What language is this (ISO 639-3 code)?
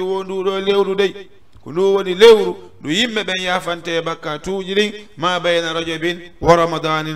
ful